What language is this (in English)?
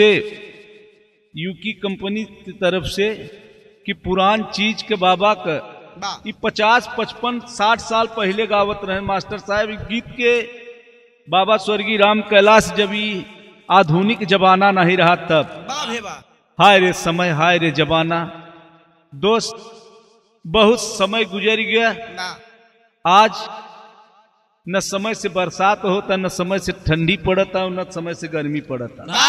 Bhojpuri